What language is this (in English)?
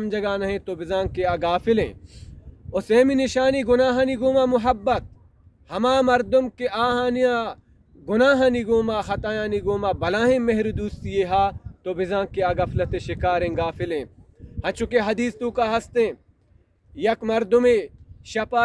Baluchi